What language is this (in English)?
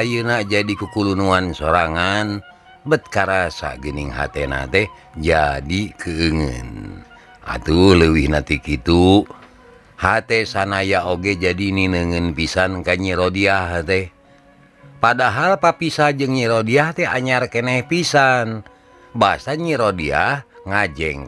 Sundanese